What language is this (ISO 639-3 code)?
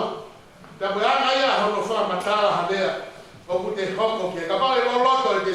ton